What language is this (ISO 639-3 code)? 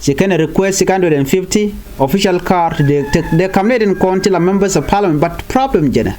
nus